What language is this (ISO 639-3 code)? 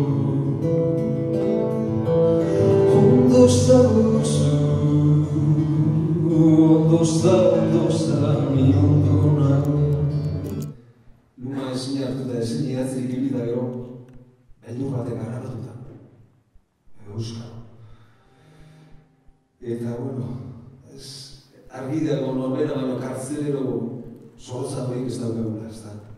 eus